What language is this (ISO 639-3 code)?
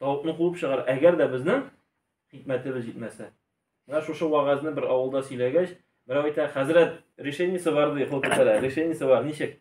tat